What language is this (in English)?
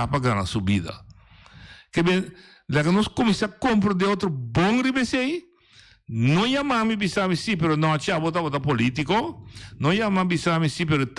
Papiamento